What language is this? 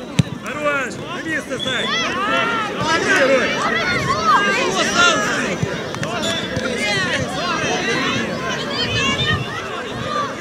Ukrainian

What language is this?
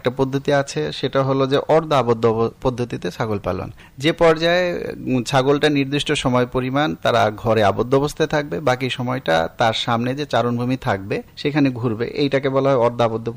Bangla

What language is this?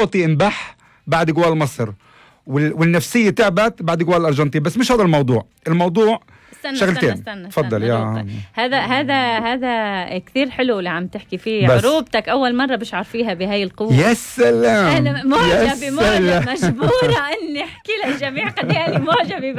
North Levantine Arabic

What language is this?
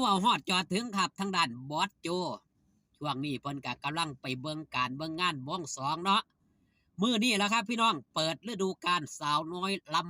Northeastern Thai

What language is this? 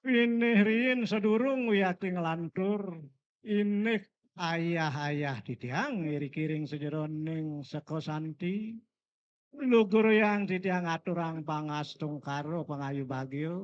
Balinese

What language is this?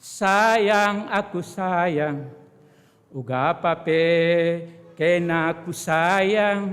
Batak Karo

